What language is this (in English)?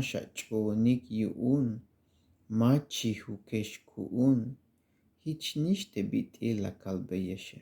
Tzeltal